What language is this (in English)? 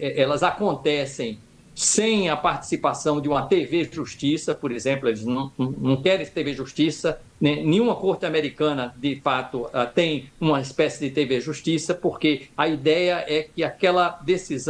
Portuguese